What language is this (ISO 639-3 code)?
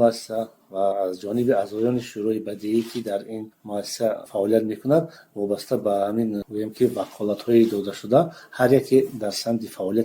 tgk